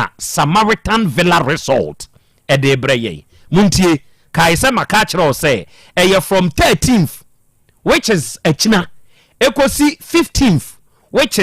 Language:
Akan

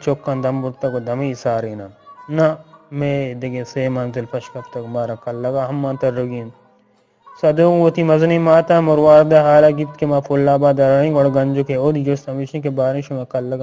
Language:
Eastern Balochi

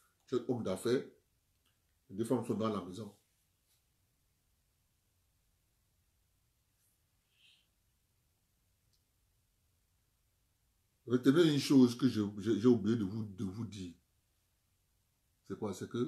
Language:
French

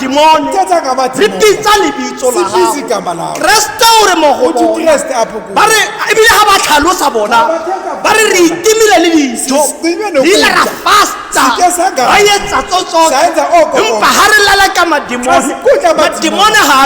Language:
Tswana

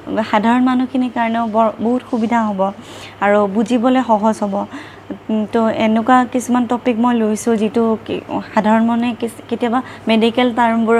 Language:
Assamese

